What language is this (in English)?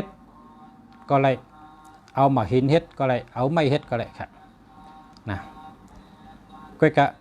Shan